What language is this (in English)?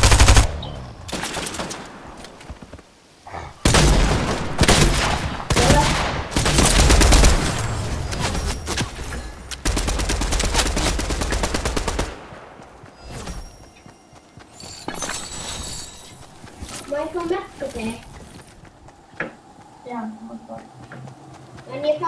Icelandic